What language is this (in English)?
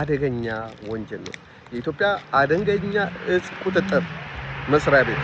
Amharic